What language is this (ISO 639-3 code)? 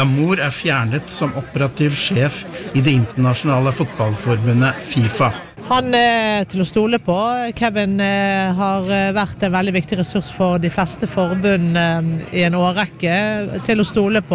nor